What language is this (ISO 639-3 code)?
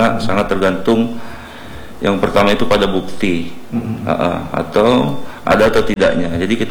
ind